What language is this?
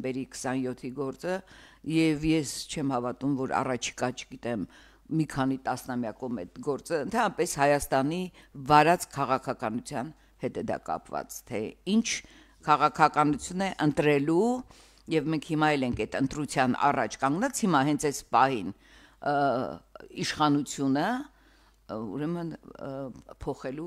Armenian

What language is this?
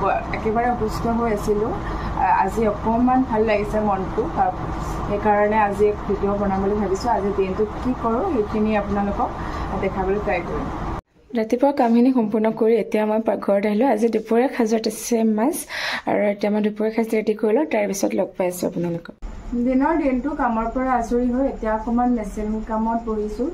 Assamese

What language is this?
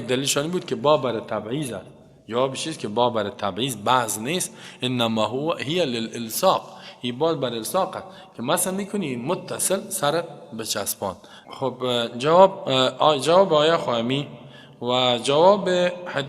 Persian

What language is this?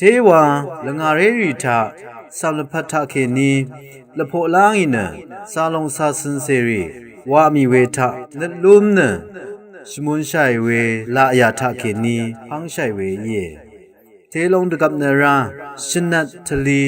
Rawang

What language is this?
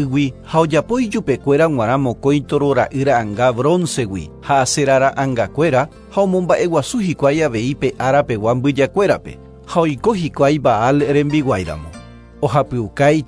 Guarani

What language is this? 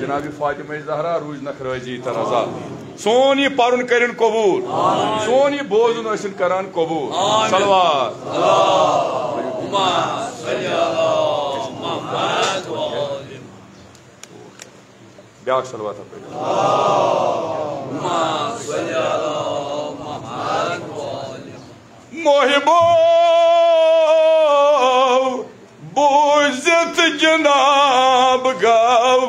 Kashmiri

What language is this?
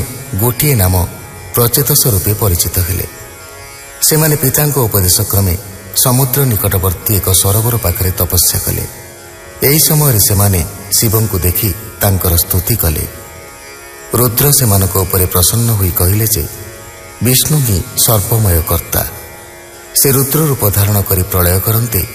Odia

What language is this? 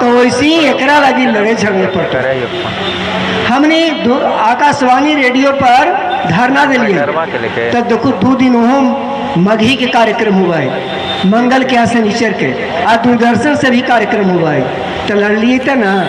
Magahi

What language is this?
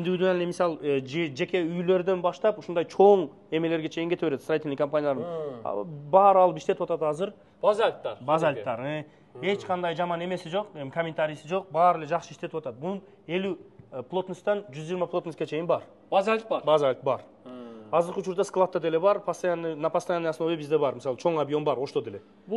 Kyrgyz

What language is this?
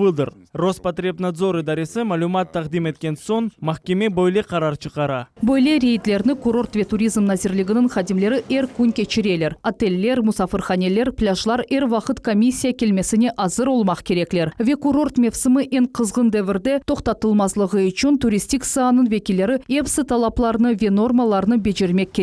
Crimean Tatar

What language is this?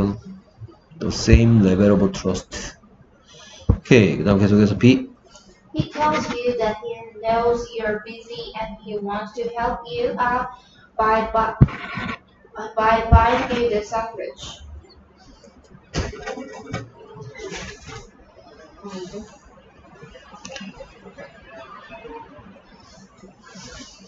Korean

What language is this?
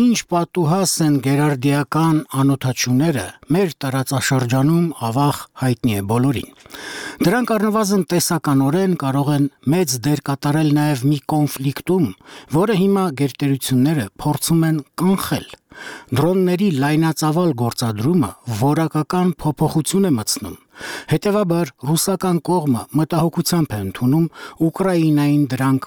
Armenian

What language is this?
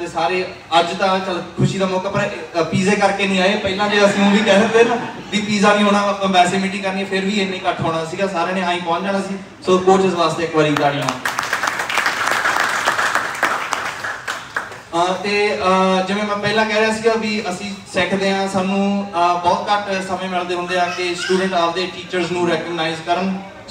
Punjabi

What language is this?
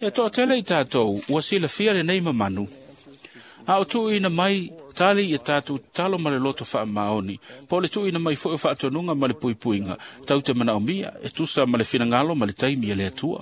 Samoan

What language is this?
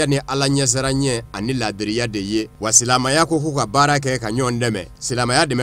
Bambara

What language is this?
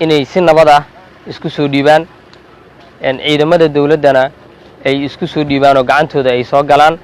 Somali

